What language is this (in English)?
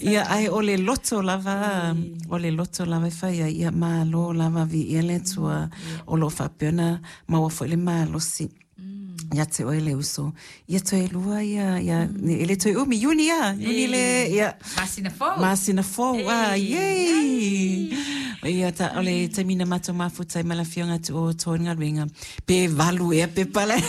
Samoan